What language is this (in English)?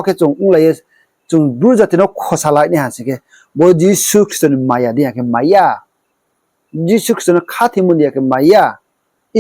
Riang (India)